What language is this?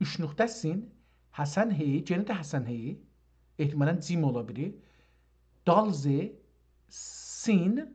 South Azerbaijani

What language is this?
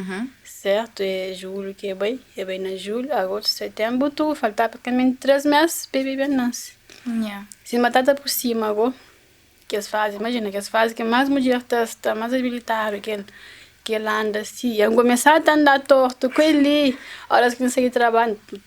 Kabuverdianu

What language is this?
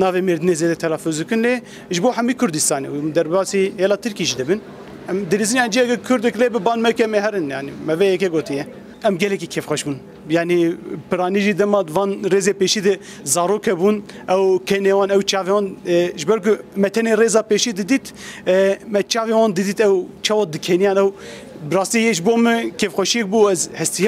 Kurdish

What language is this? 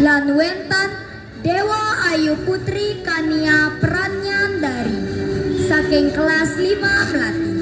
Balinese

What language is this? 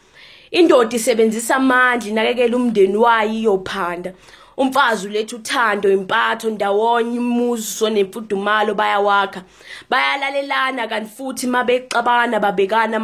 Zulu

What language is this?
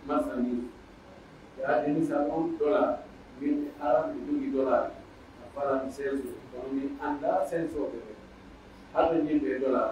Pular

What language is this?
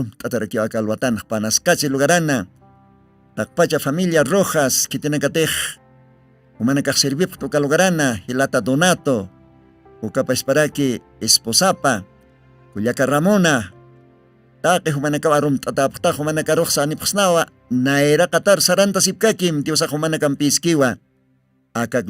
Aymara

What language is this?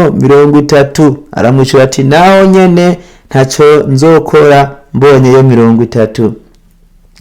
Rundi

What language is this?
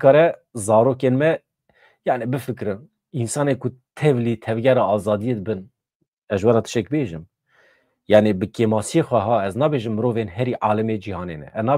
Kurdish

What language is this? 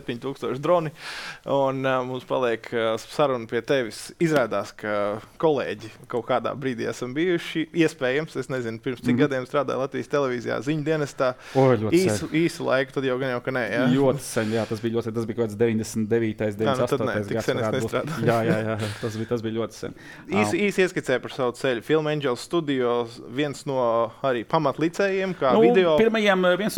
Latvian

